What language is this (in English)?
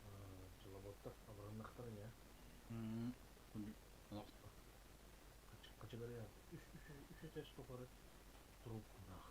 Yakut